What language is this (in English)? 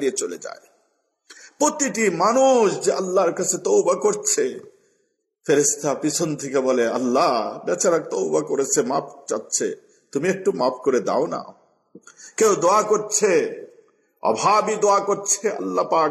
Bangla